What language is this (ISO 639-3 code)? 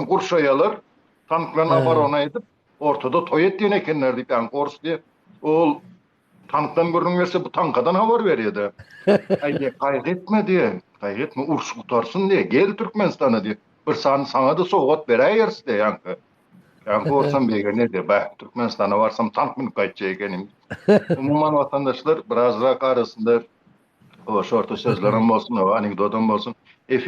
tuk